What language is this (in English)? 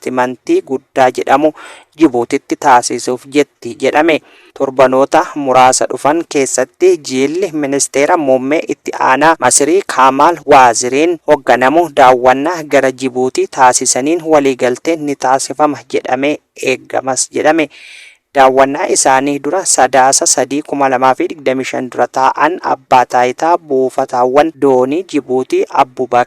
Oromo